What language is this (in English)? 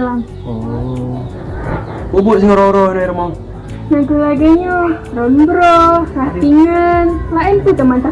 Achinese